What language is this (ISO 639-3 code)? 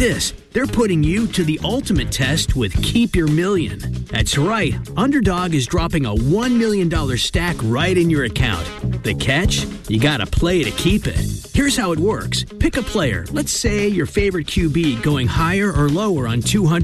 eng